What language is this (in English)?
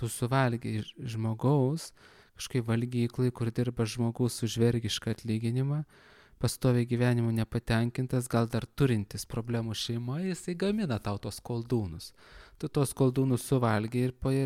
Lithuanian